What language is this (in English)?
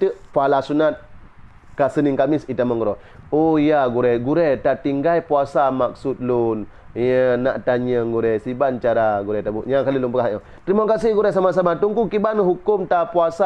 Achinese